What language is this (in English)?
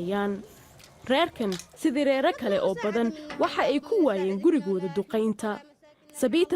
Somali